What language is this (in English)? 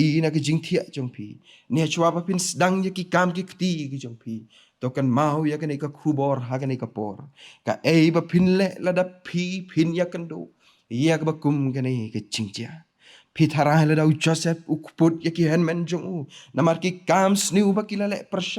Khasi